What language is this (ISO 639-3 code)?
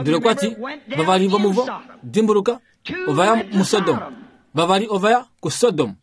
kua